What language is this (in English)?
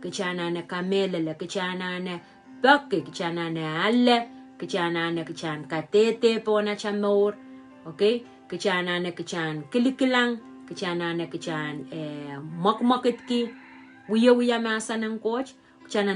Pohnpeian